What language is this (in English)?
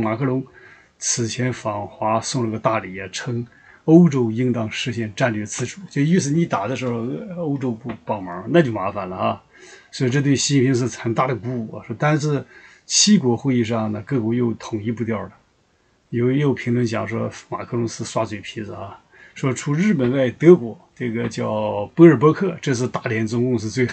Chinese